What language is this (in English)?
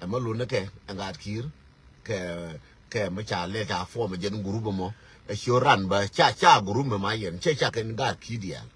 Nuer